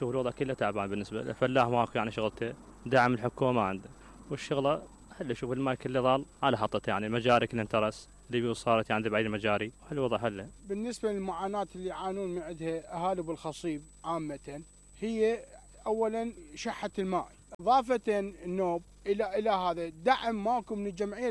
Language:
Mesopotamian Arabic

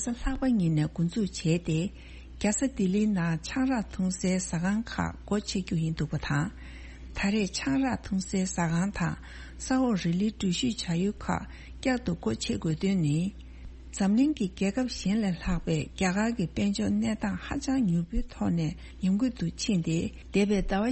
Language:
Tibetan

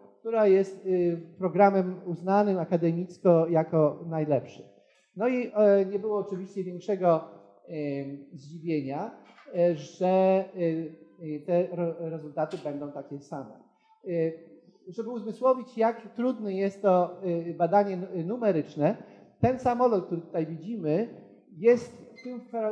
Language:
Polish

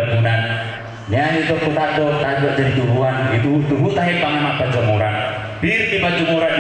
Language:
Batak Toba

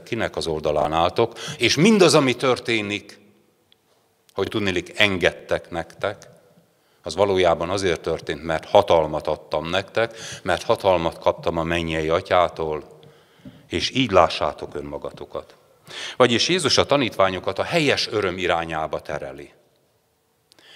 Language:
Hungarian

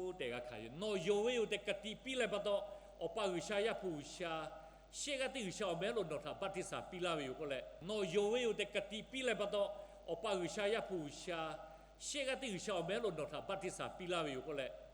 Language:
Lahu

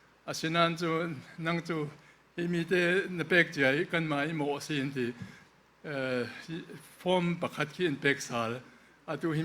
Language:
Falam Chin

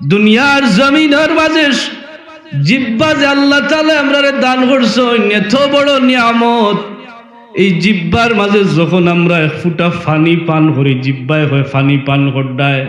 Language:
Sylheti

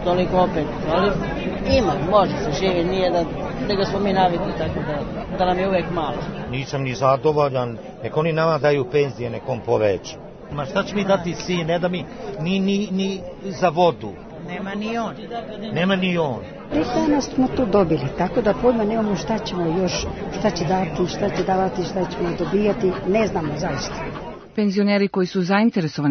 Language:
Serbian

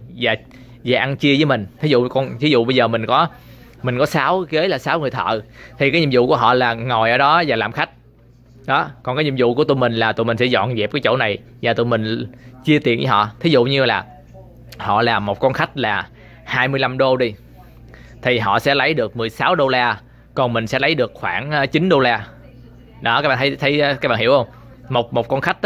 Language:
Vietnamese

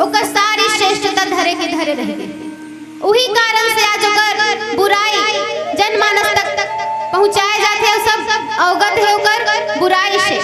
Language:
Chhattisgarhi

